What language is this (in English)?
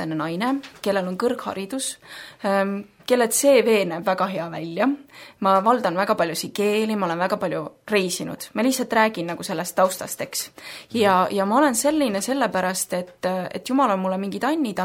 Estonian